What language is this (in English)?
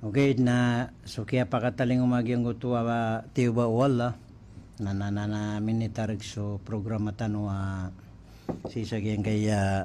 Maranao